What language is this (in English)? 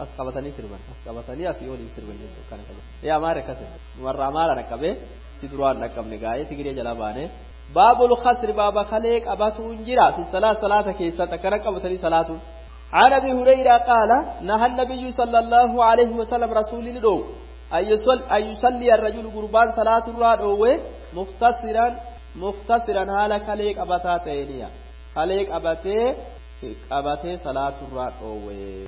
Oromo